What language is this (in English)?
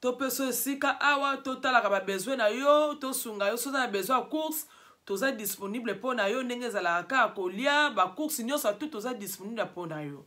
Lingala